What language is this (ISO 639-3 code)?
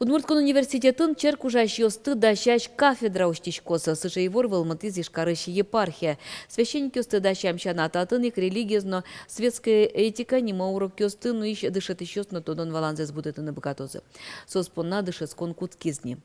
udm